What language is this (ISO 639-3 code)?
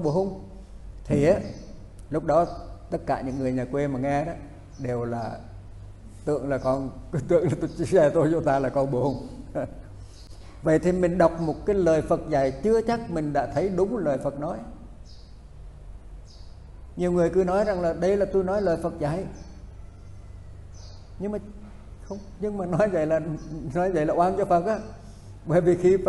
vie